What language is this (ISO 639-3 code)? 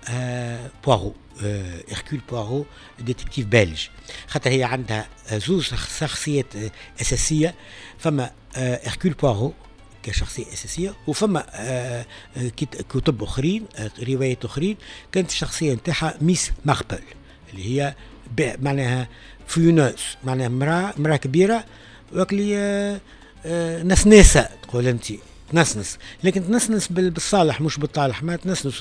aeb